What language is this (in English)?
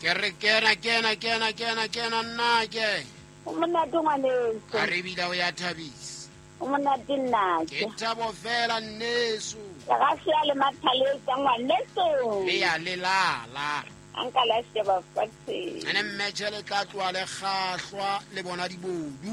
Southern Sotho